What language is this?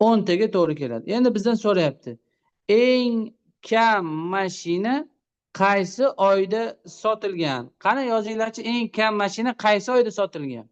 Uzbek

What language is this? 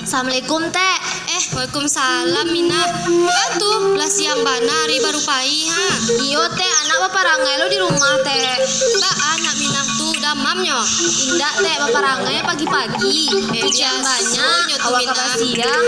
Minangkabau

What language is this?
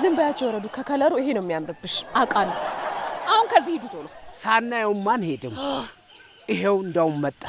Amharic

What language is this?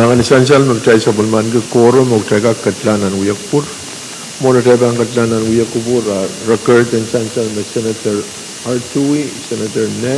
Pohnpeian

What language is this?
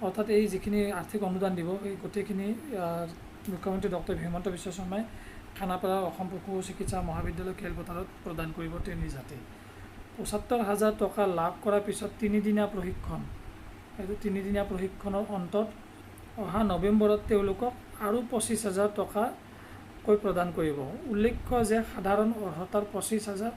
Assamese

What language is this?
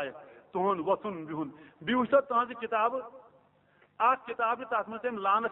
Kashmiri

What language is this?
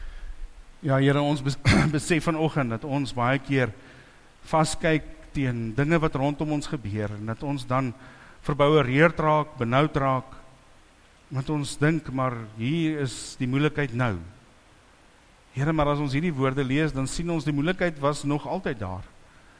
Afrikaans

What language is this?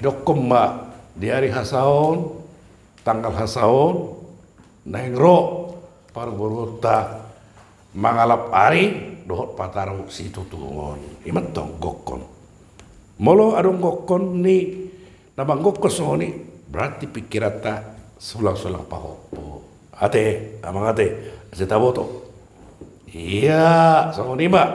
Batak Toba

